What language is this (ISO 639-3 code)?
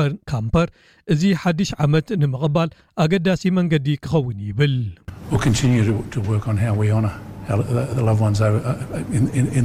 tir